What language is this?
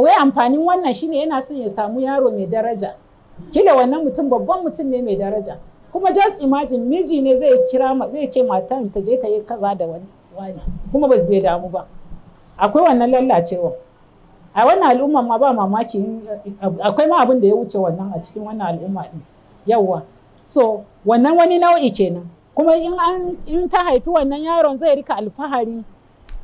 Hausa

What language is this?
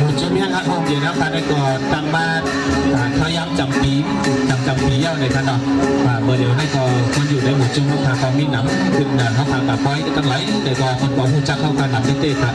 Shan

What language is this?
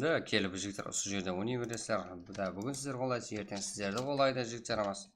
Kara-Kalpak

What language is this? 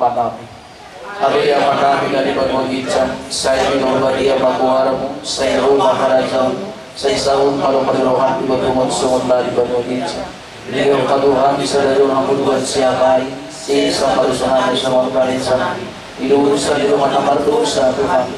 Batak Toba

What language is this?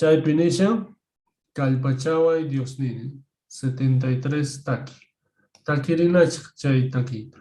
Quechua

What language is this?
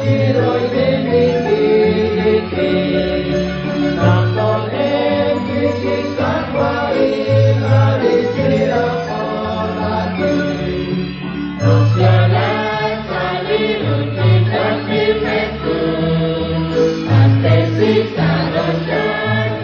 Kekchí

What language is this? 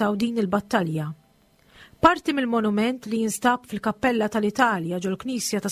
Maltese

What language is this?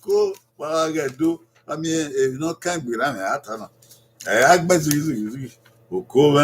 Bini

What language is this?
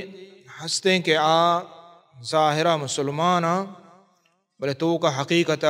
Baluchi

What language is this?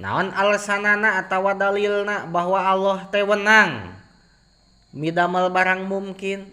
Sundanese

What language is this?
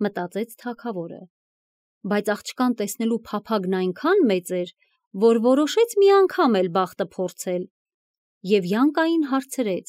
Armenian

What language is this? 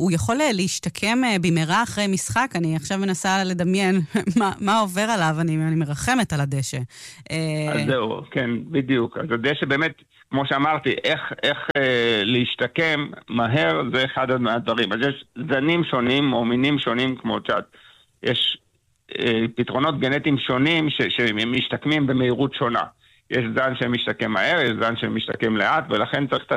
Hebrew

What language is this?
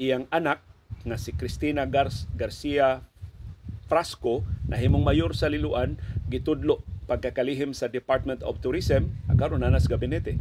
Cebuano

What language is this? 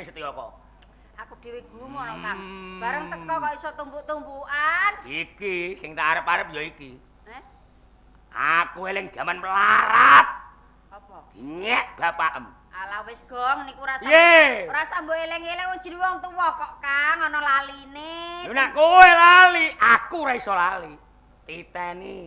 Javanese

